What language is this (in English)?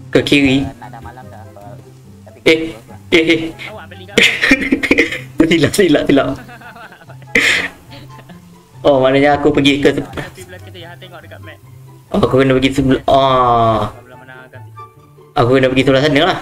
Malay